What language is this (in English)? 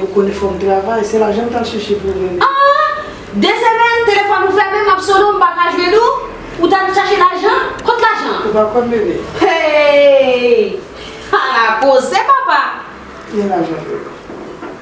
Haitian Creole